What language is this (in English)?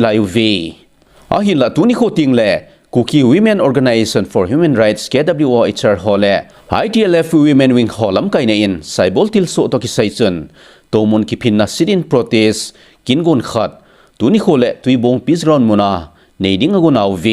Thado Chin